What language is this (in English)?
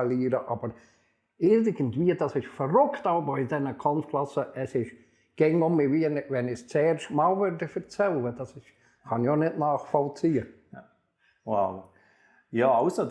Swiss German